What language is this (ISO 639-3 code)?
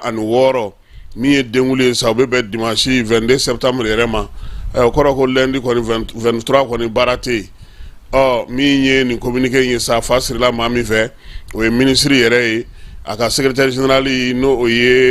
bam